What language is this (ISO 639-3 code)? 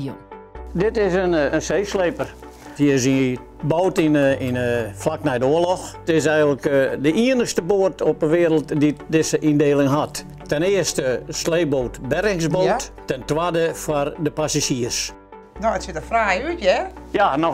fry